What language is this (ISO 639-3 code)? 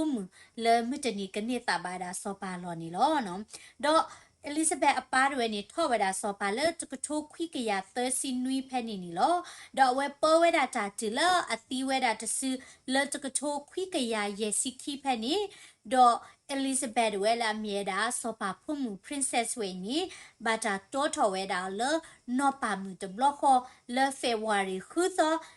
ksw